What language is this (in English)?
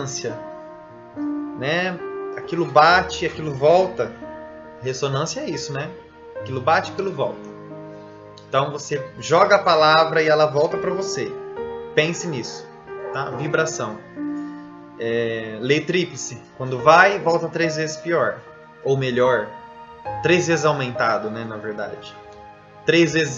Portuguese